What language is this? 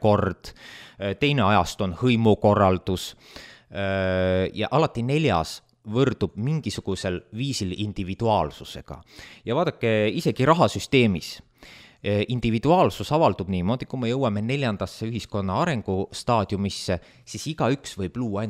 Estonian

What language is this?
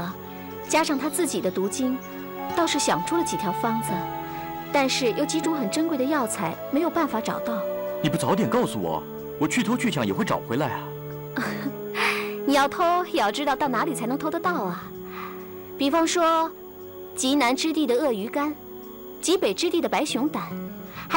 Chinese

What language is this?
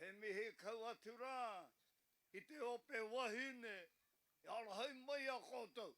Māori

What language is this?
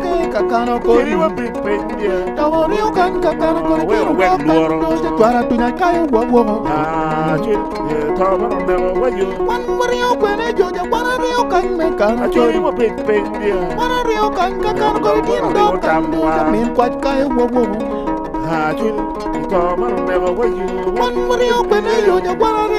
Acoli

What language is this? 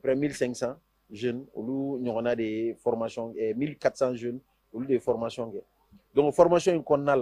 Bambara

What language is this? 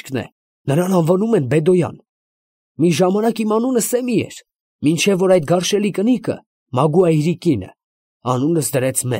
Armenian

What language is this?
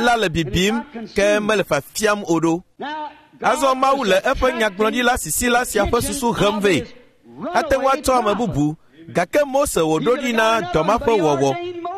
Ewe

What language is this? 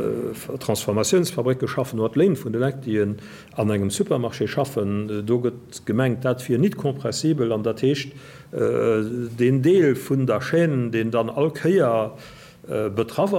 Luxembourgish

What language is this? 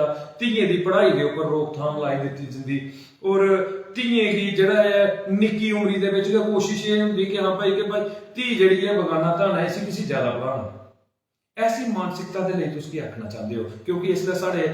Dogri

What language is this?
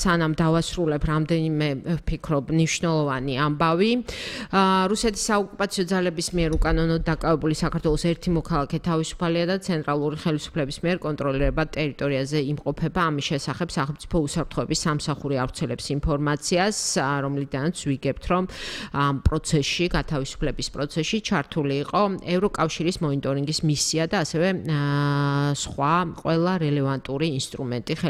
Georgian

